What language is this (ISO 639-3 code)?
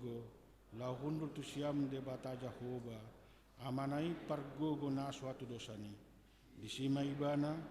bbc